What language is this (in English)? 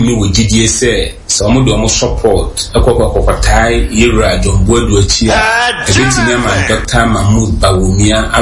Akan